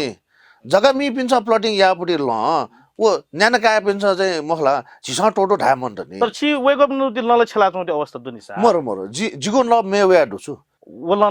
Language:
Newari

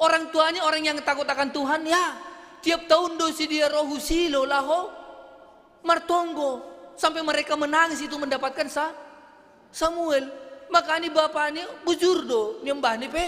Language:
Batak Simalungun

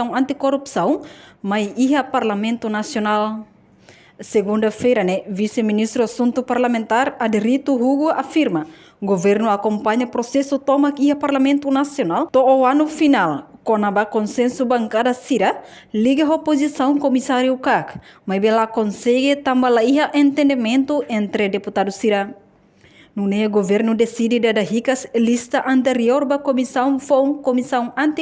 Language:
Tetum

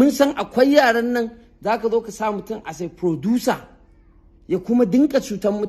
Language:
Hausa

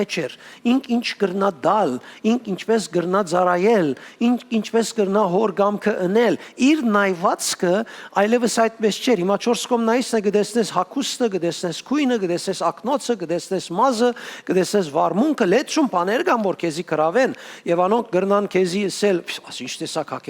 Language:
Western Armenian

